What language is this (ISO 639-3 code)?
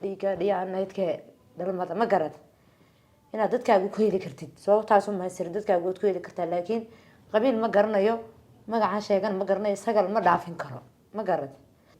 som